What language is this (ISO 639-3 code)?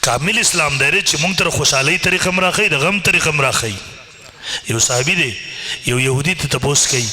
pus